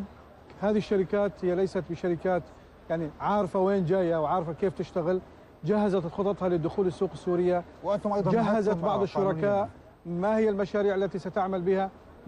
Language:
North Levantine Arabic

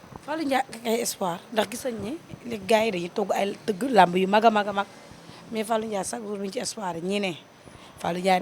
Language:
Wolof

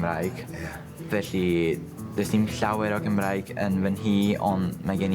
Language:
Welsh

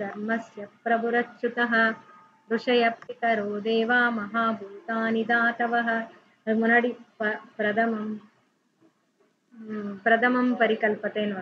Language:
Tamil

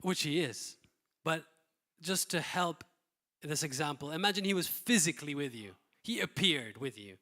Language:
English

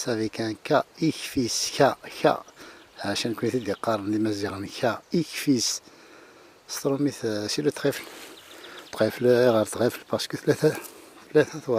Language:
Kabyle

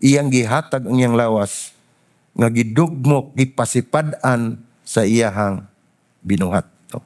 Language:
Cebuano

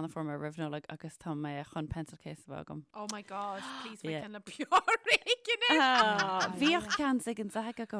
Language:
Irish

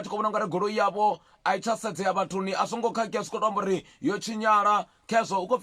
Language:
Venda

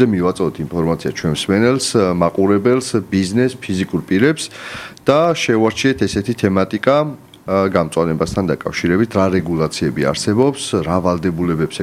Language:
Georgian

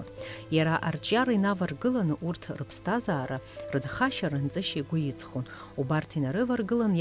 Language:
Abkhazian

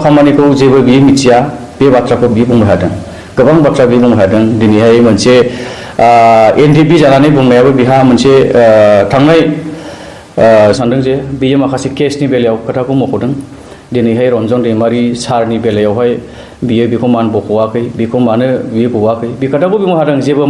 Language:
Bodo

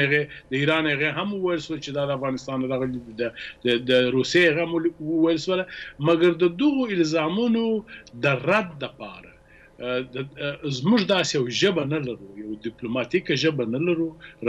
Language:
Pashto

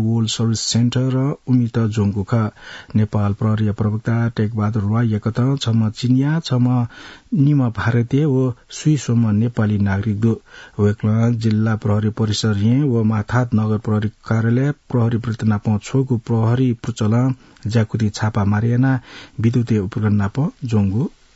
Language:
Newari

